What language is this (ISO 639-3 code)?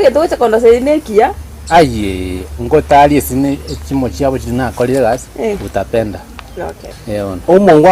guz